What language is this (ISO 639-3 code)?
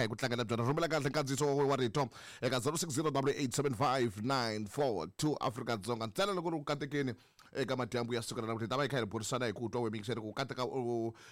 tso